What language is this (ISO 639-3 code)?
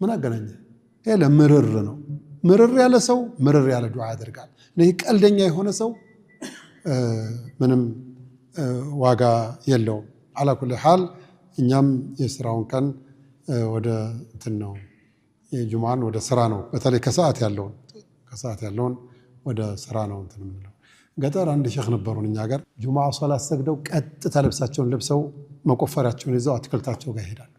amh